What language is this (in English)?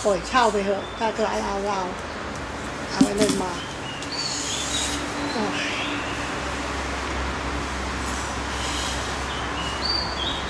Thai